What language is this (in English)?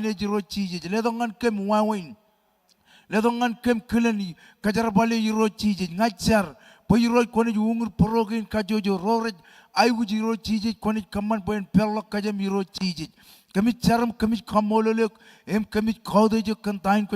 Marshallese